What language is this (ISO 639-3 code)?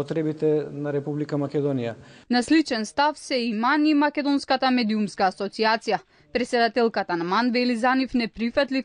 mkd